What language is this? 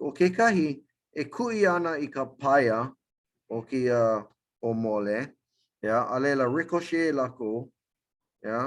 Hawaiian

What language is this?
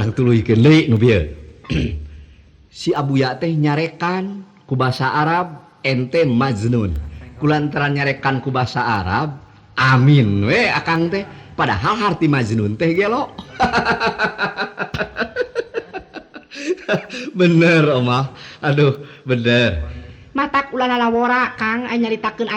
Sundanese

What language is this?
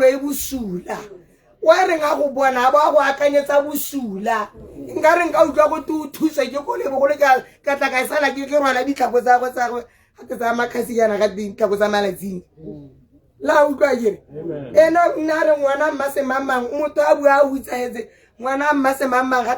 Tswana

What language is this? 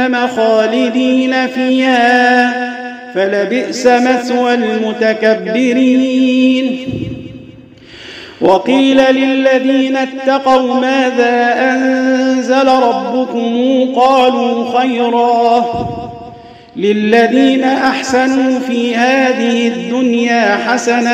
Arabic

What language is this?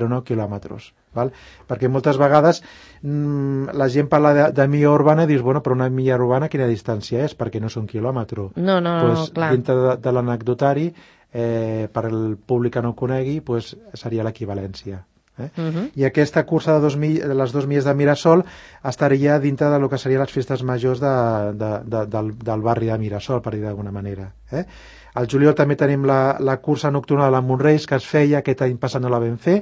Catalan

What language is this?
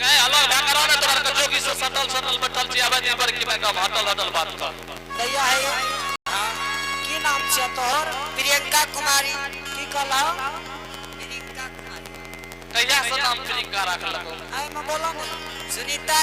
Angika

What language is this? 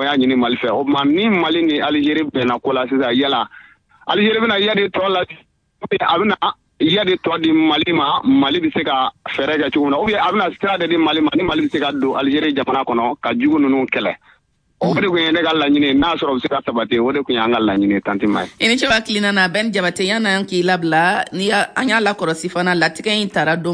Bambara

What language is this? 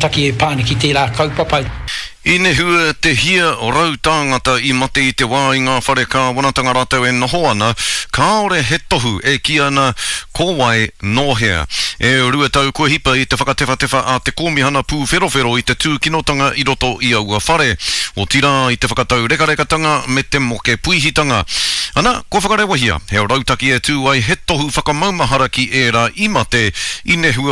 Māori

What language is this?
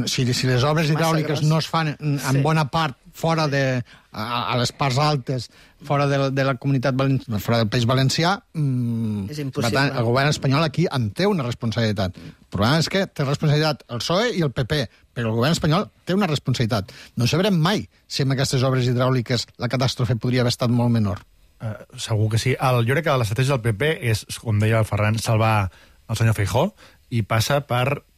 Catalan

